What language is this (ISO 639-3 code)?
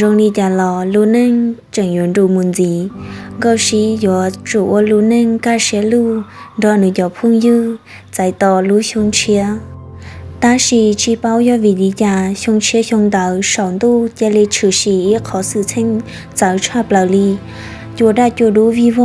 hmn